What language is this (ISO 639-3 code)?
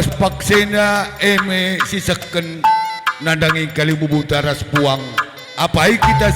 btx